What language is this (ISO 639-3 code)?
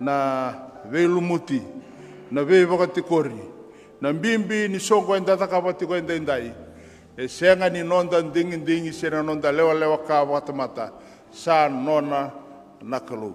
fij